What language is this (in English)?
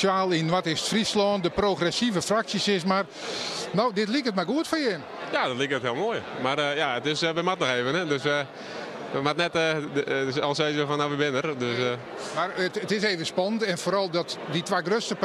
Western Frisian